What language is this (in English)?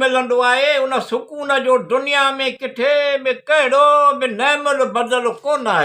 Sindhi